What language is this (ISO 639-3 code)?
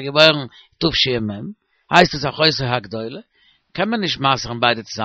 yid